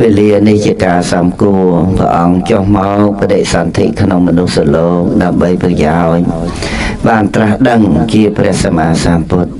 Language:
Khmer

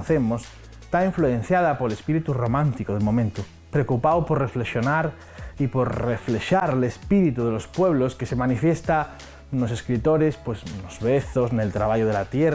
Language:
Asturian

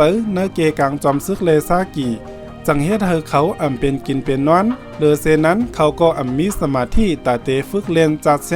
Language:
Shan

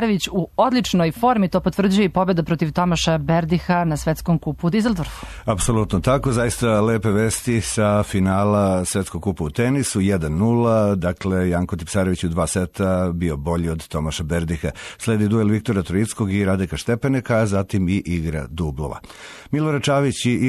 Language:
Serbian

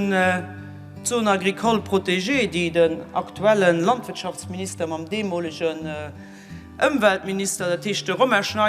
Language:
Luxembourgish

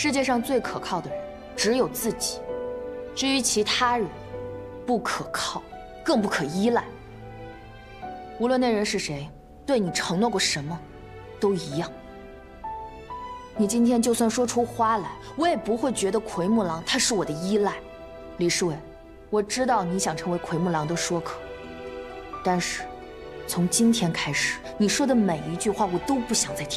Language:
Chinese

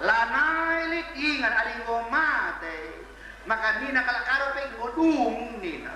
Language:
Batak Karo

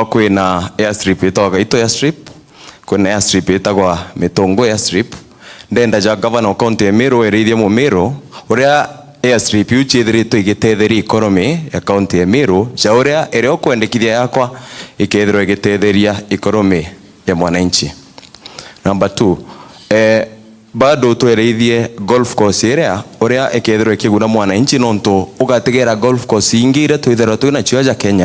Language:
Meru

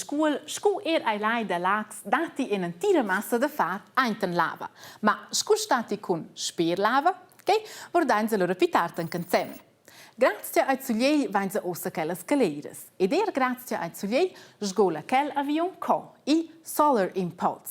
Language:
Romansh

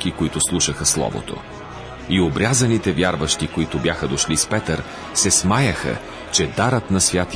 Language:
Bulgarian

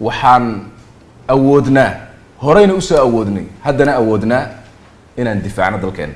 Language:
Somali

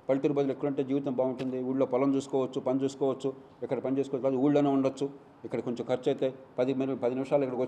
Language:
Telugu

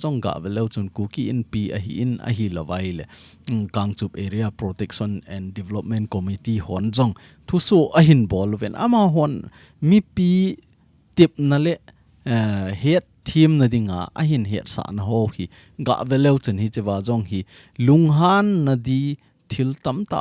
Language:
Thado Chin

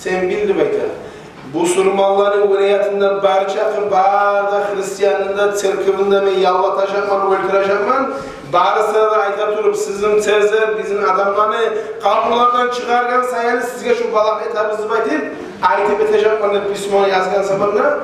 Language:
Kumyk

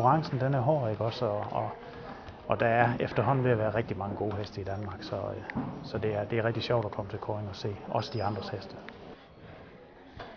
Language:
Danish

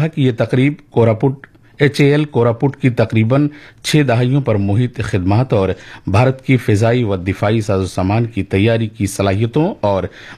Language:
Urdu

